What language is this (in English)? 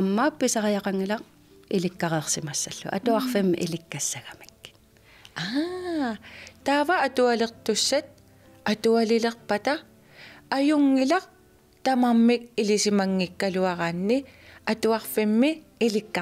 Kalaallisut